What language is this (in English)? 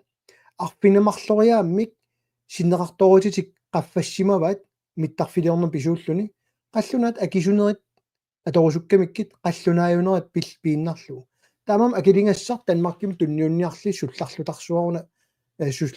Kalaallisut